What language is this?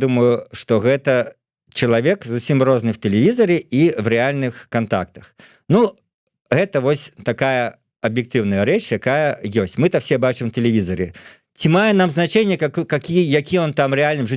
Belarusian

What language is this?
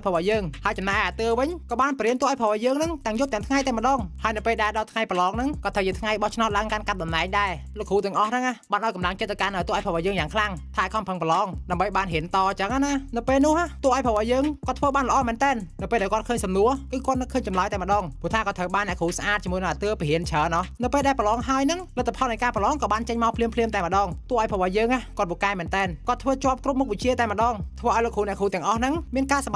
Khmer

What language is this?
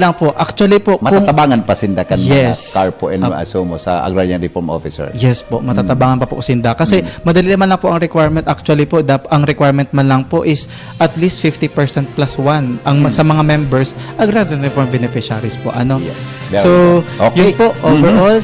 Bikol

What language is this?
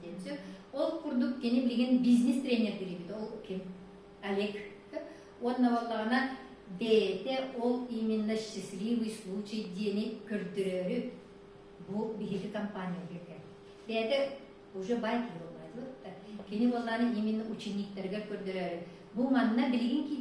Yakut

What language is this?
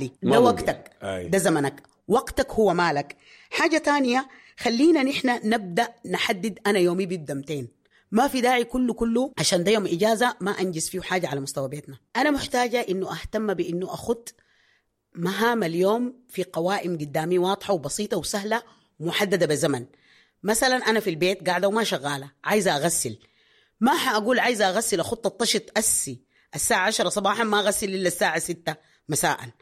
Sudanese Arabic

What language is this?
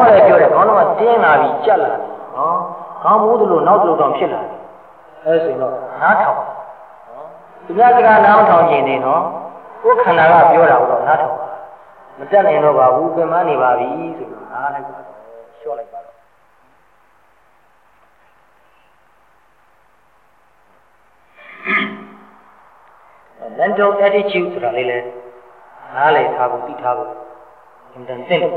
Burmese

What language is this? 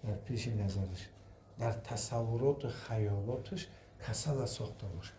Tajik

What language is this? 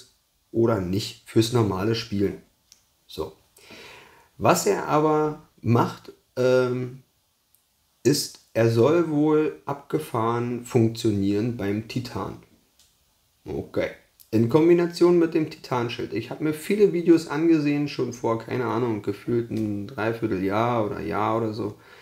German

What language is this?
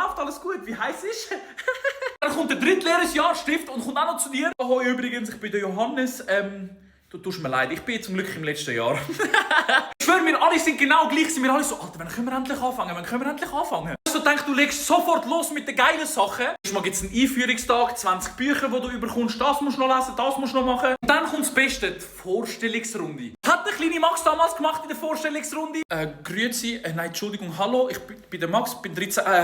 Swiss German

